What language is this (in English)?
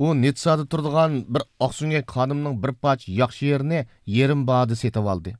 Uyghur